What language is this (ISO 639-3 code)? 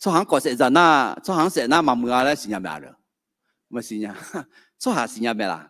ahk